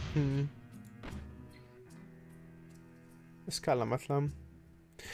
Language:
Hungarian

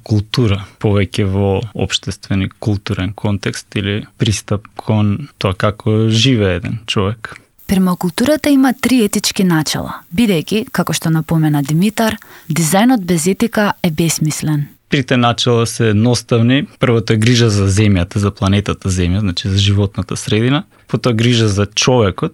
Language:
Macedonian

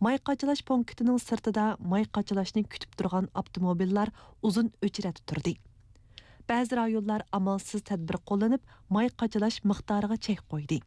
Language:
Uyghur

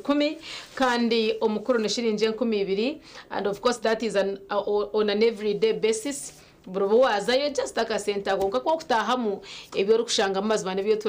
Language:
Nyankole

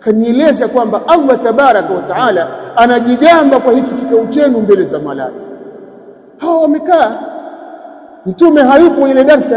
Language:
Swahili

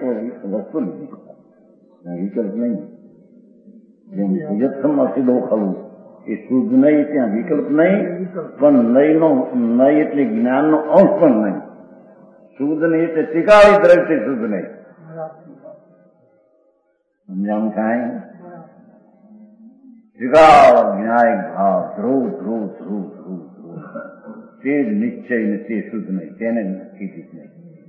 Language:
Gujarati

